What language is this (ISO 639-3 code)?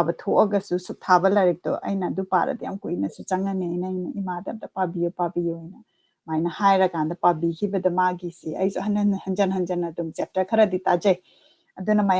mni